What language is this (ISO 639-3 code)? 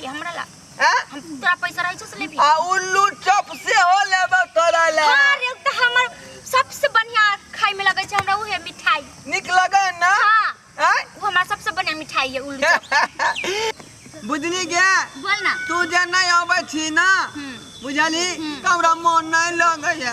mai